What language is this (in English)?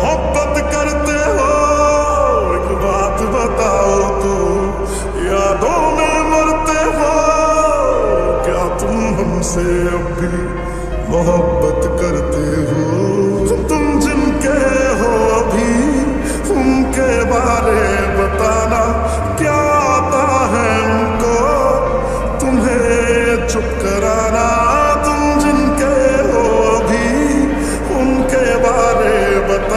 Hindi